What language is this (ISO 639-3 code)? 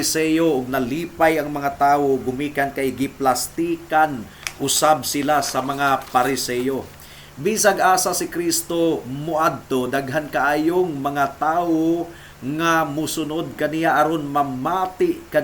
ceb